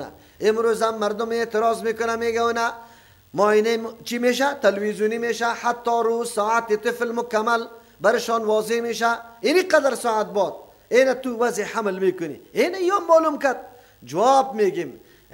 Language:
Persian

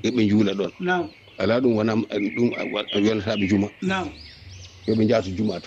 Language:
Fula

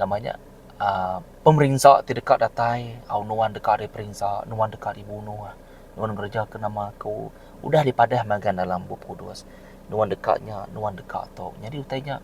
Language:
Iban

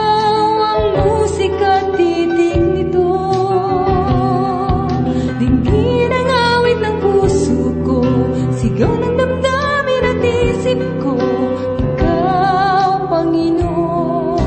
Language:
Filipino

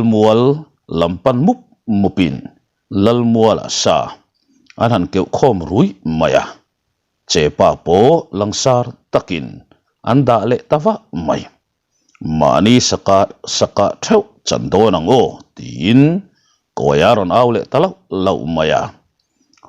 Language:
Mizo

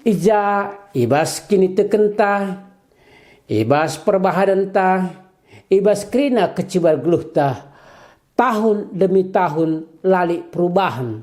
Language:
Batak Karo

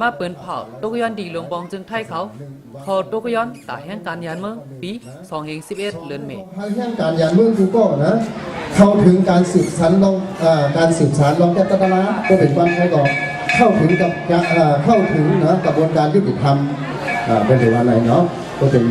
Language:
Shan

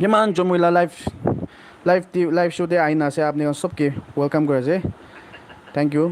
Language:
Naga Pidgin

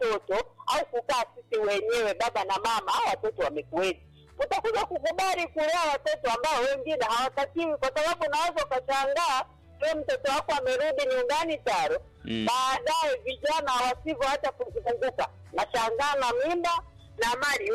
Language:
Swahili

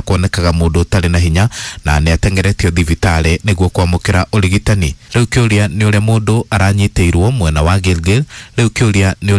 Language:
Kikuyu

